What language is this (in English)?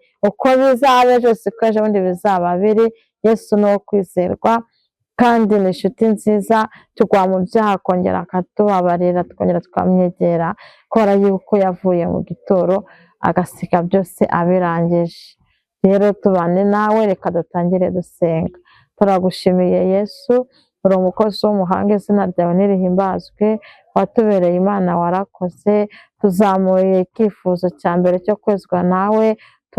Kinyarwanda